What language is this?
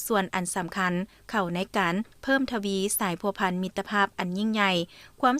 Lao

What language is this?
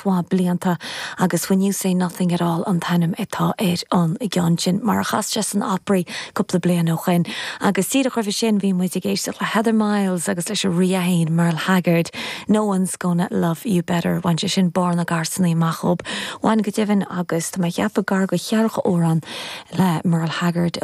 Irish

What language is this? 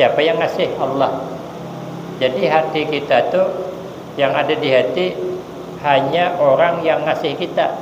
Banjar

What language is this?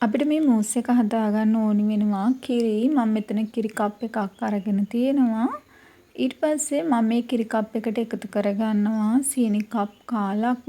Sinhala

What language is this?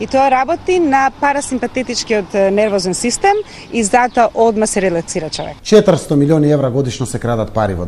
Macedonian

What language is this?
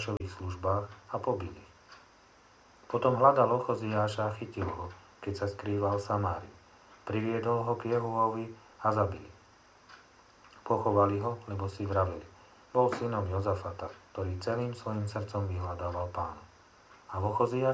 Slovak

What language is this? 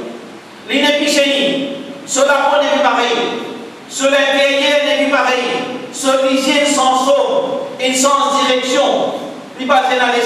Morisyen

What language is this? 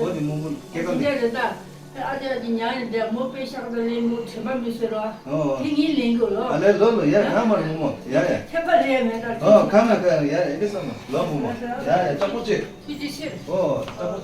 Tibetan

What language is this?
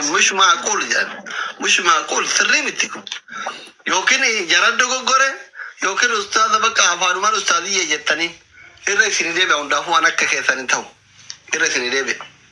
Oromo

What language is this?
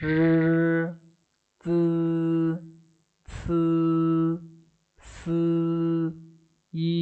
Shan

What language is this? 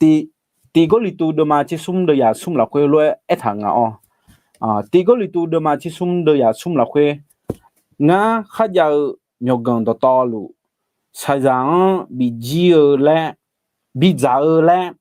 Akha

